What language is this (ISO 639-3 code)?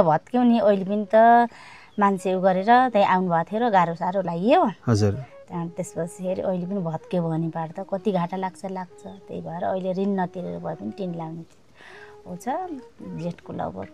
nep